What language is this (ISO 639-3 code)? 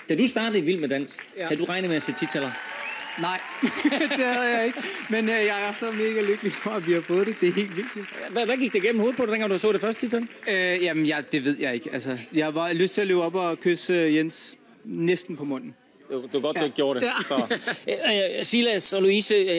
dan